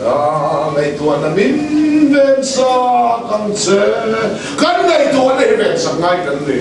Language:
Mizo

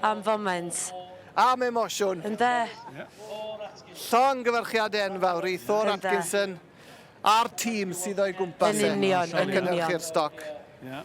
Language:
Welsh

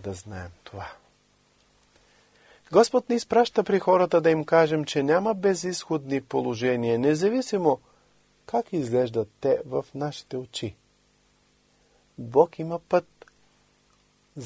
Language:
Bulgarian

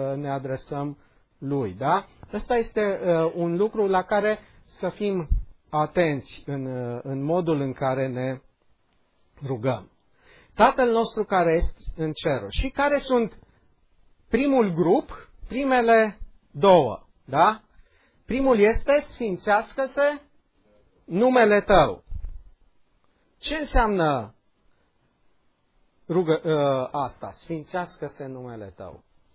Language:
Romanian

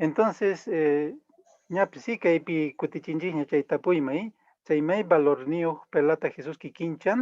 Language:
Quechua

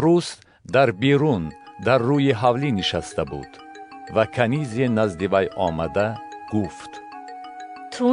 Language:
Tajik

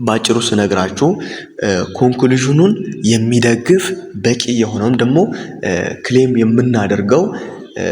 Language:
Amharic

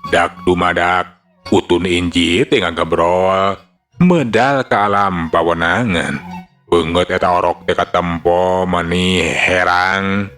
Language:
Sundanese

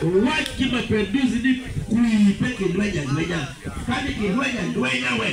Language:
Acoli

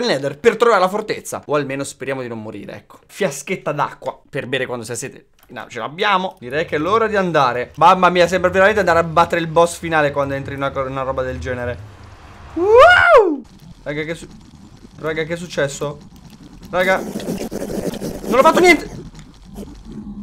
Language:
Italian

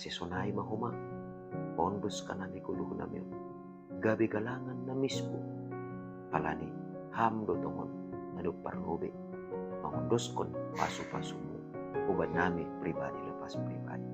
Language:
Batak Simalungun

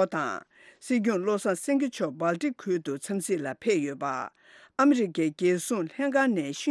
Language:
Tibetan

